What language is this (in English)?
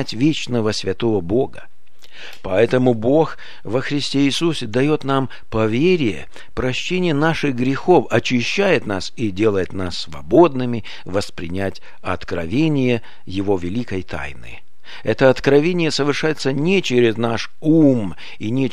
Russian